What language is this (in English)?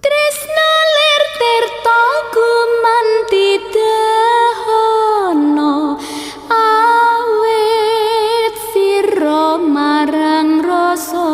Javanese